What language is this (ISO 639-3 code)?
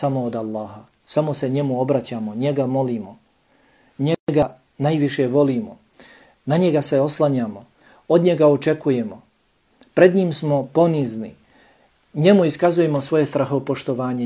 bos